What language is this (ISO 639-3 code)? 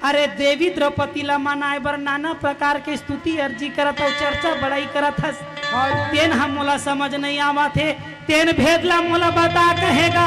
hne